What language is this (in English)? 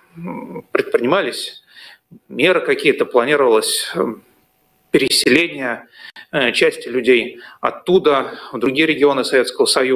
Russian